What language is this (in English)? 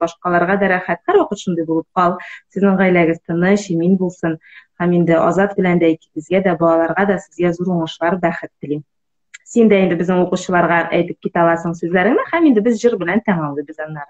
Tatar